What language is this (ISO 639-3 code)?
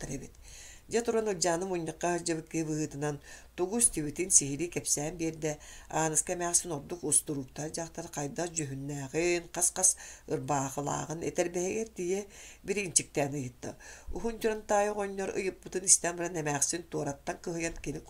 sah